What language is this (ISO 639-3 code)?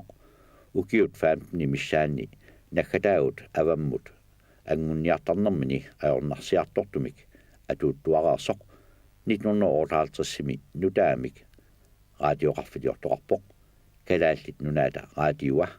kal